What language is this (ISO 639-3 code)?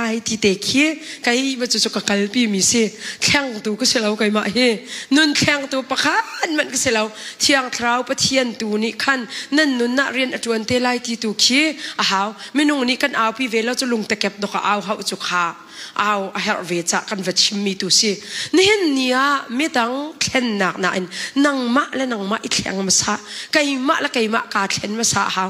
cnh